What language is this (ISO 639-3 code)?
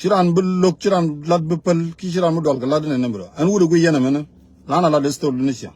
nus